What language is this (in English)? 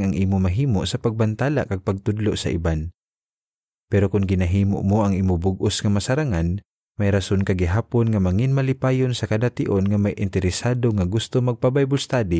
Hiligaynon